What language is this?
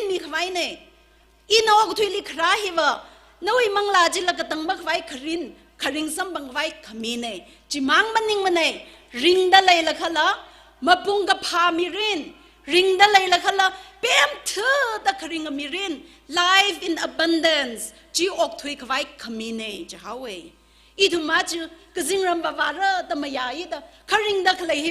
Tangkhul Naga (India)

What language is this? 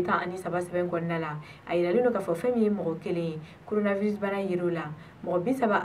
Bambara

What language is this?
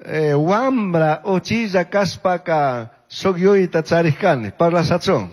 Chimborazo Highland Quichua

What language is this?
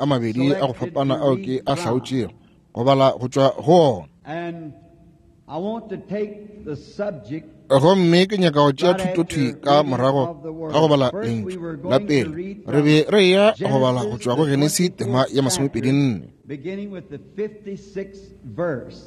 Northern Sotho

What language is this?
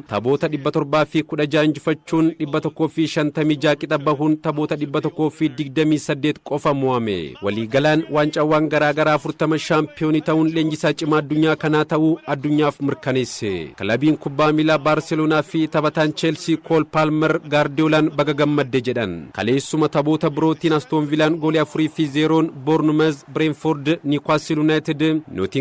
Oromo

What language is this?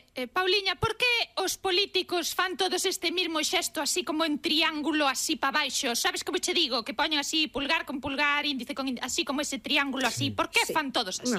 Galician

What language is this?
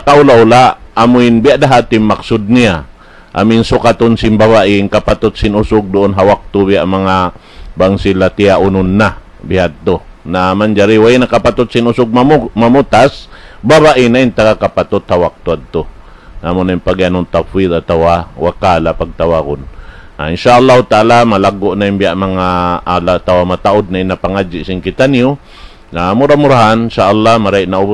Tausug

